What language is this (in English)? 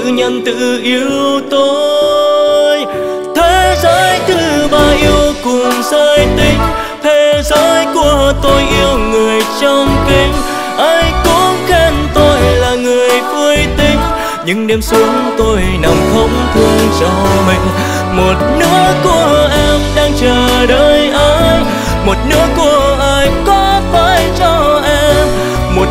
Vietnamese